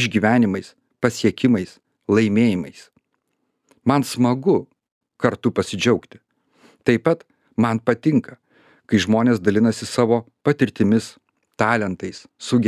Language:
Lithuanian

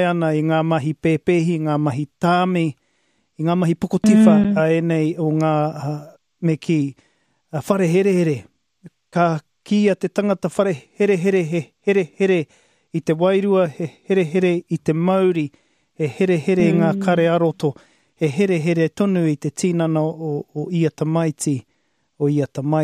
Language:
Māori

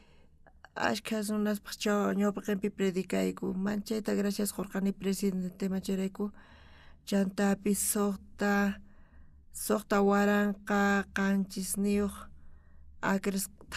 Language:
South Bolivian Quechua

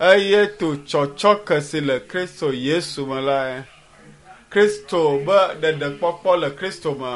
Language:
Ewe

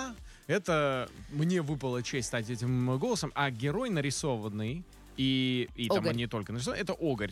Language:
Russian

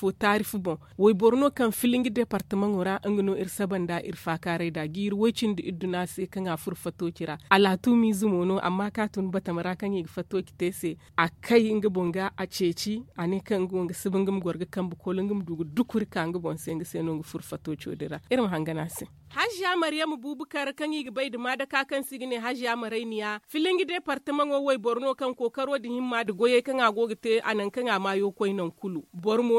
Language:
Zarma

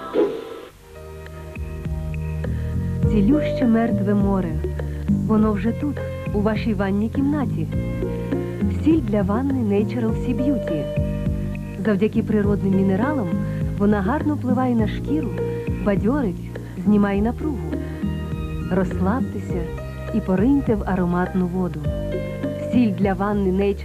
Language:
Ukrainian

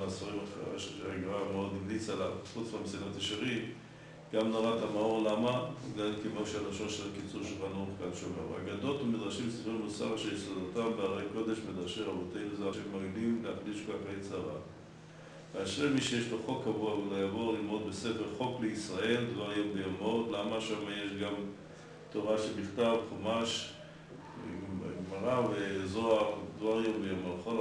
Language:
Hebrew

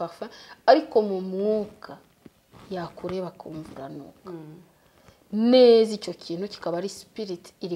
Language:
Kinyarwanda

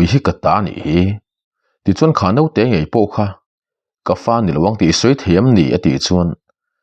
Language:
Mizo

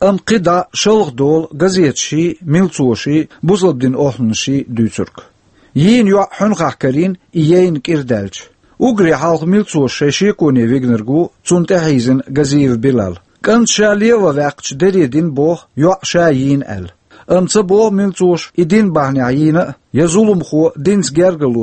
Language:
Chechen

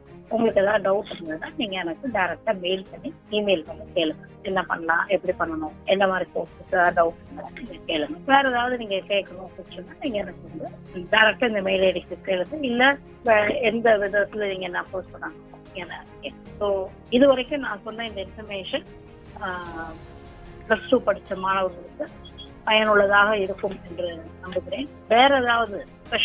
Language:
Tamil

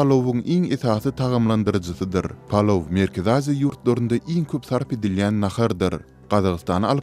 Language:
Turkmen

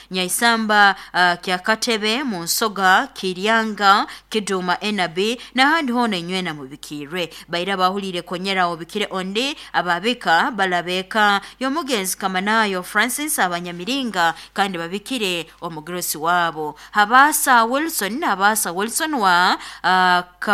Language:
Nyoro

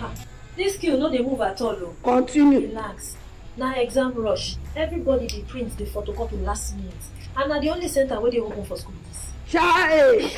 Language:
Nigerian Pidgin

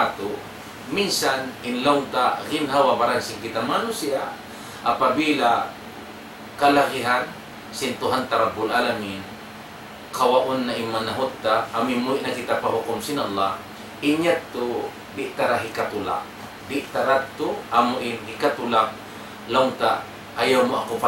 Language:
Tausug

